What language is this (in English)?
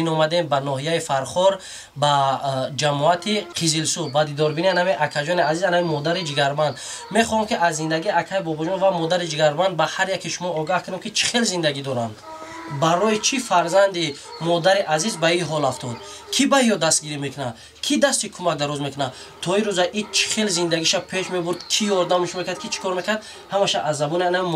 Tajik